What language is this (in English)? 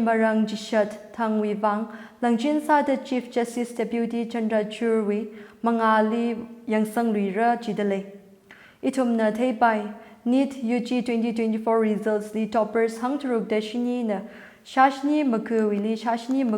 Tangkhul Naga (India)